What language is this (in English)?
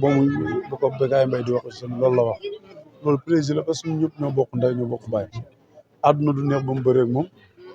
Wolof